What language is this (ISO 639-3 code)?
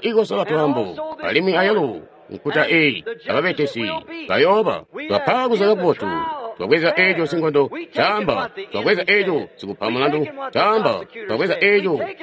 toi